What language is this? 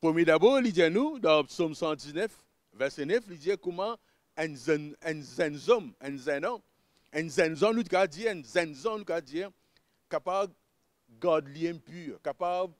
Morisyen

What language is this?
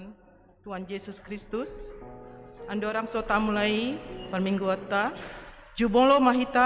Batak Toba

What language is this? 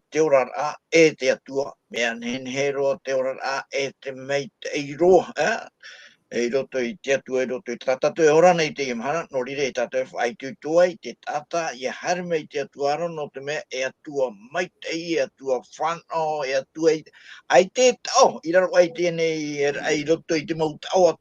Tahitian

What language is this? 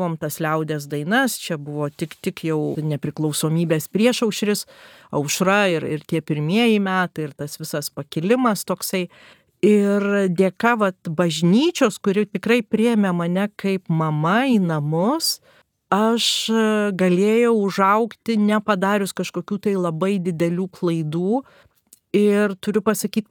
Lithuanian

